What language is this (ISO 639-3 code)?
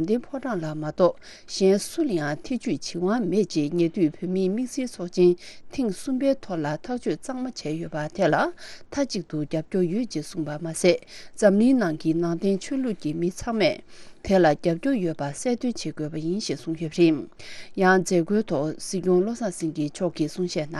bod